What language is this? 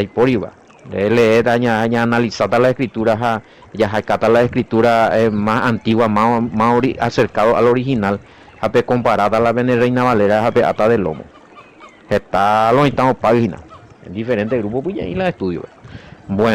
Guarani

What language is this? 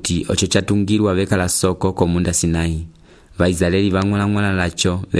Umbundu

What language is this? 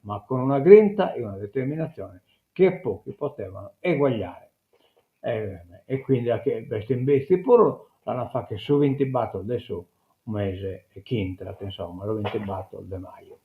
Sardinian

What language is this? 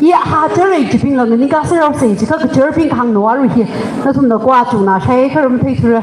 Tangkhul Naga (India)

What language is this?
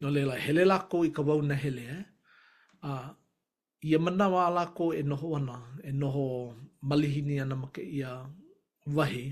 Hawaiian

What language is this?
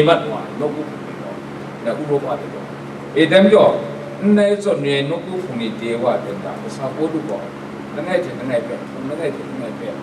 Kachin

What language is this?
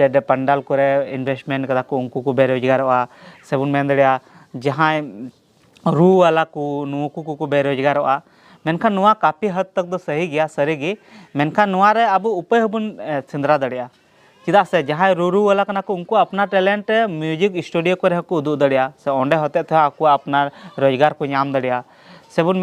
Santali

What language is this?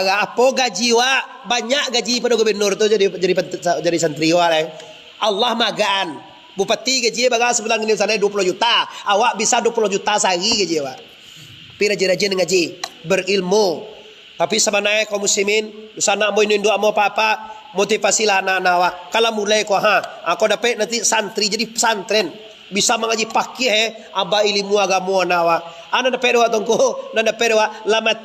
Minangkabau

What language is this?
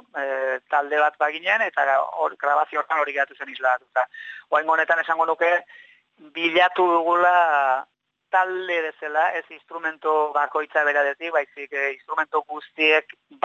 Basque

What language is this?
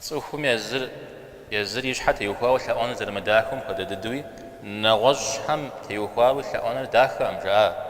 Kabardian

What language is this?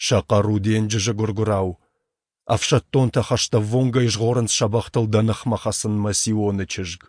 Ossetic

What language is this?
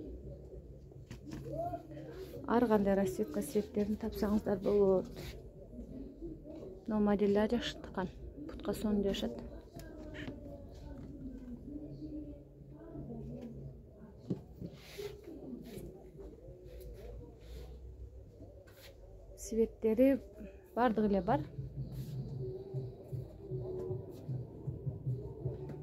Kyrgyz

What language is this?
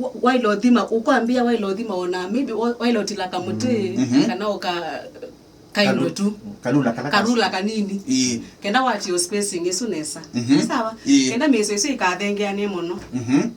Kamba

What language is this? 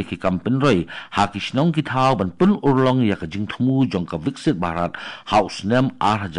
Khasi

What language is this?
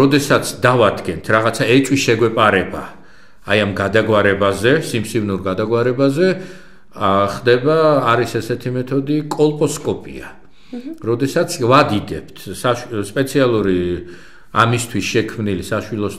Georgian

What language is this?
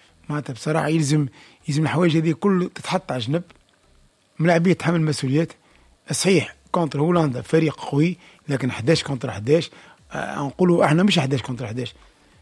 Tunisian Arabic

